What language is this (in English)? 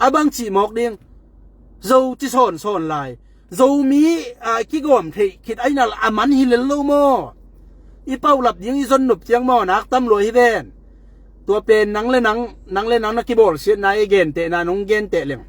Tedim Chin